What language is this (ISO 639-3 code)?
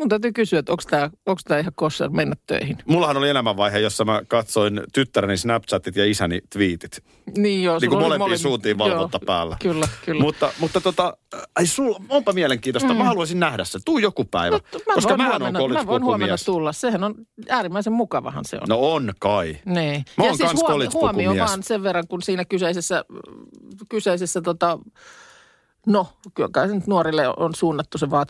fin